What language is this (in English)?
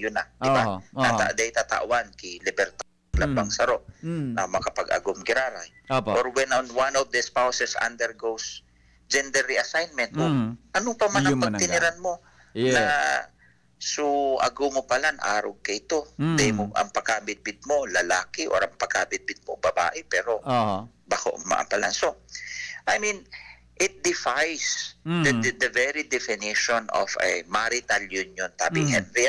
Bikol